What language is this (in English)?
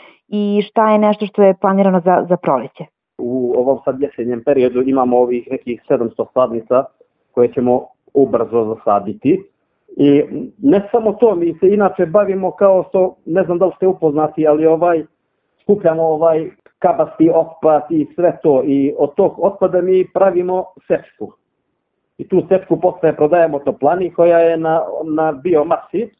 Serbian